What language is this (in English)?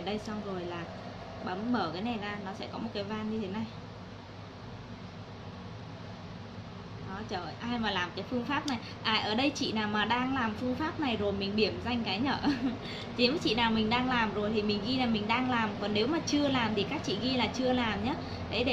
Vietnamese